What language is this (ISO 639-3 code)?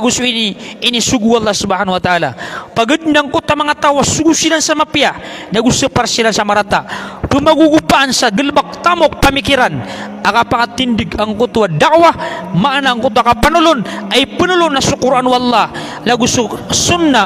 mrw